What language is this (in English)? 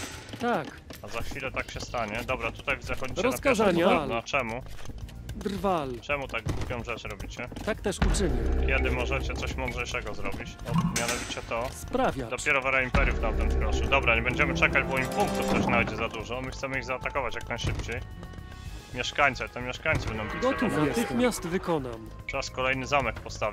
Polish